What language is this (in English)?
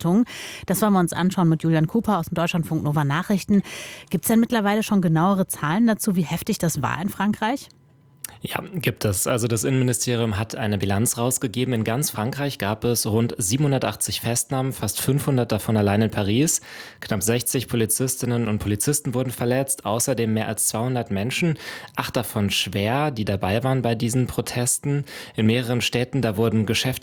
German